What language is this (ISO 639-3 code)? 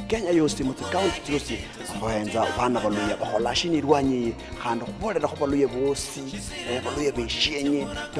luy